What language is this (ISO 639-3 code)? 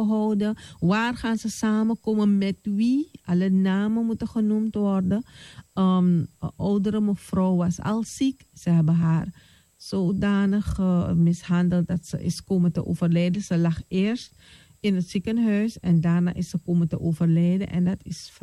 nld